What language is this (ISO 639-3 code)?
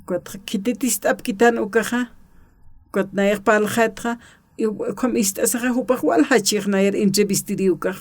aym